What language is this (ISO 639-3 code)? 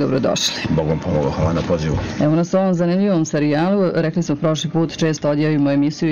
srp